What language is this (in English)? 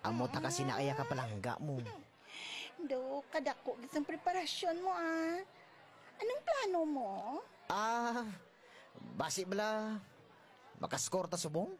Hiligaynon